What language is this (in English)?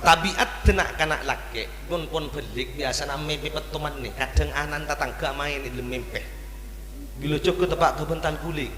Madurese